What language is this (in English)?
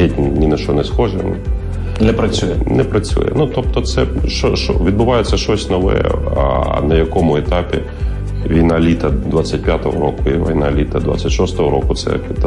Ukrainian